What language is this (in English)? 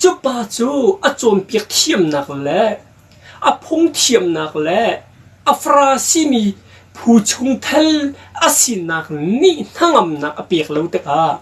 Hakha Chin